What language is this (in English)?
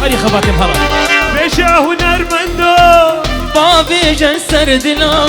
Kurdish